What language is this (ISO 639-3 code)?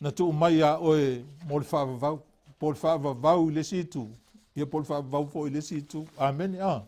smo